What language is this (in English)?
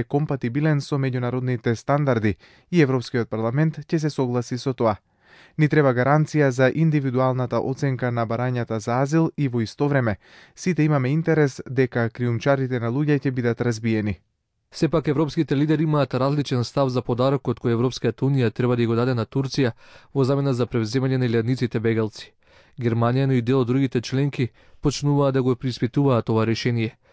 Macedonian